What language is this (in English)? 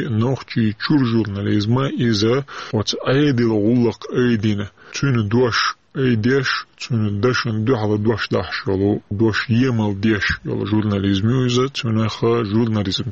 Chechen